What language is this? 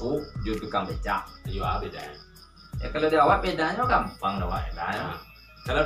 Minangkabau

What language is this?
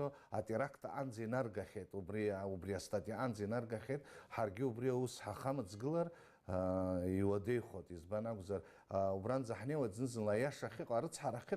Abkhazian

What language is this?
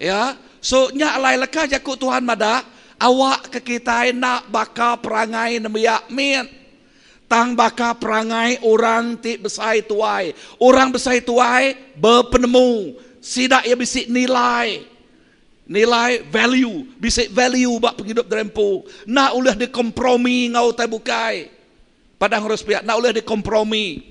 Iban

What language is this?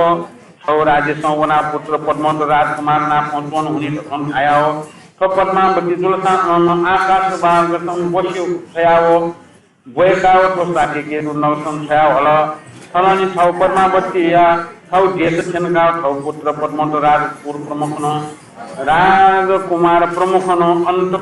Newari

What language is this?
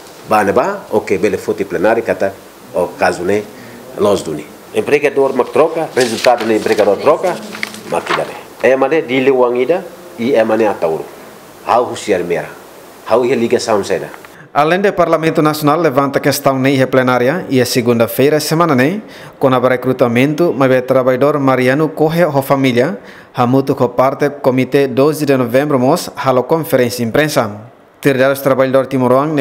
Tetum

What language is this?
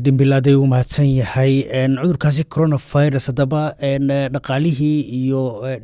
Somali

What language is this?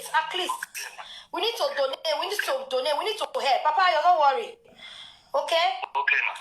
Nigerian Pidgin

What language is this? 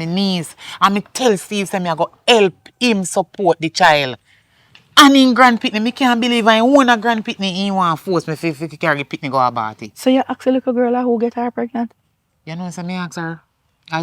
Jamaican Creole English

